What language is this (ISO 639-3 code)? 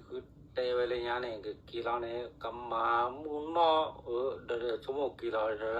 ksw